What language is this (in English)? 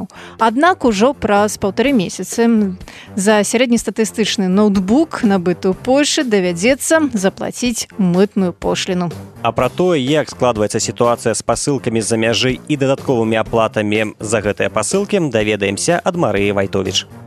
Belarusian